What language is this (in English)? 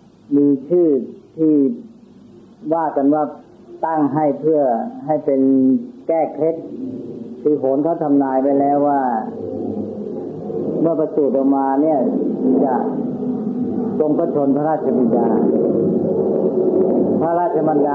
Thai